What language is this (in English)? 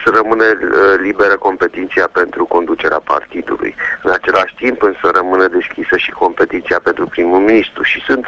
Romanian